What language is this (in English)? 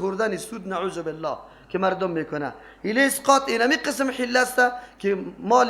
Persian